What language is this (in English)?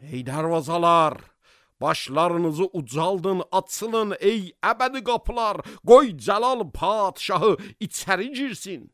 Azerbaijani